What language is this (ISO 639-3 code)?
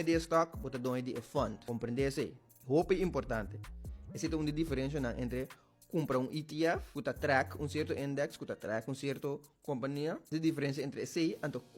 pap